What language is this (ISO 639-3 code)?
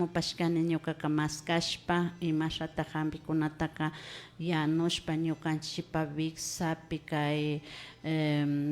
qvi